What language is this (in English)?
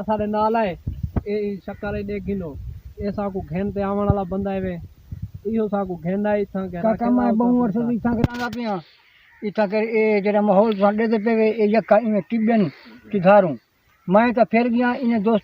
Saraiki